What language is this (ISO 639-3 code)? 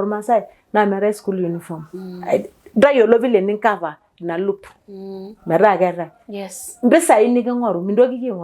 mas